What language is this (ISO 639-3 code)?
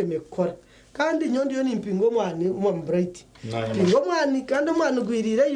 nyn